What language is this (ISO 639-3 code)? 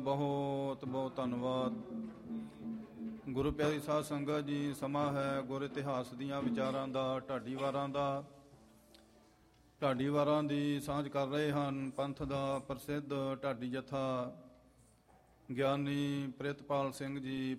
pan